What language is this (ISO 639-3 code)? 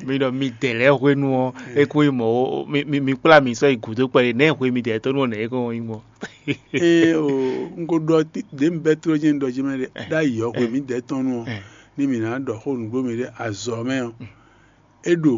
fon